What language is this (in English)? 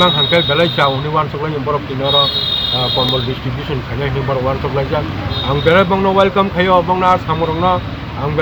Kok Borok